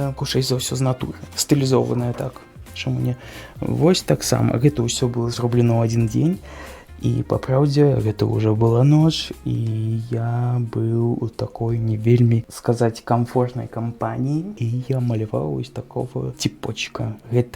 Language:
Belarusian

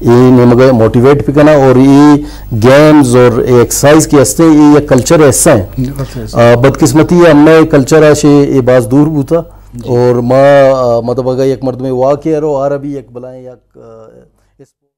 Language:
Eastern Balochi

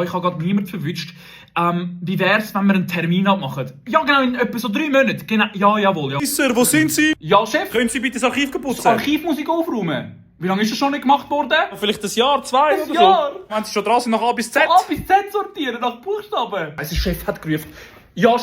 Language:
Swiss German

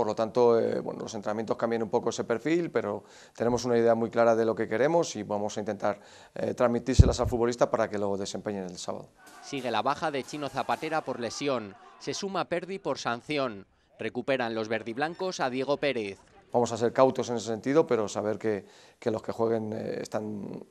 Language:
Spanish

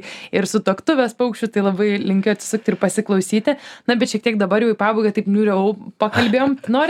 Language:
Lithuanian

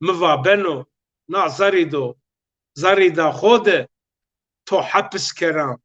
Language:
Zaza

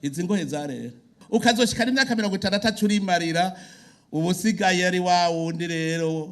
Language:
Rundi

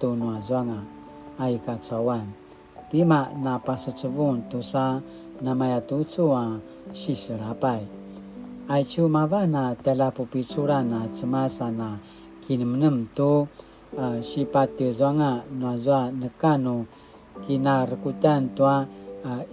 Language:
Paiwan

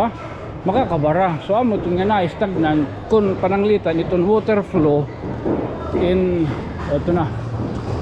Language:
Waray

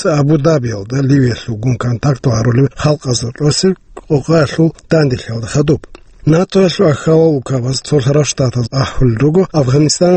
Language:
Avaric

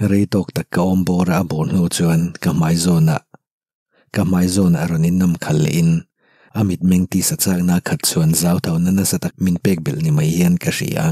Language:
Mizo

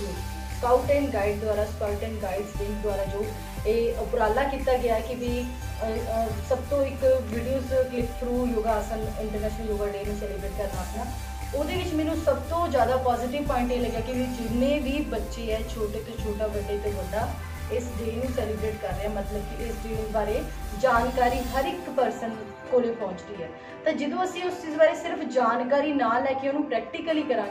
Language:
Punjabi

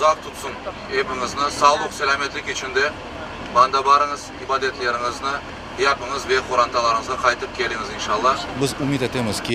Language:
Crimean Tatar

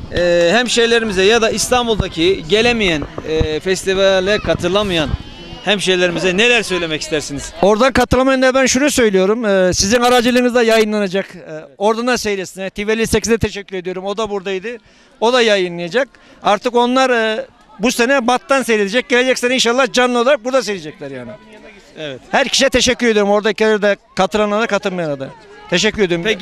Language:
Turkish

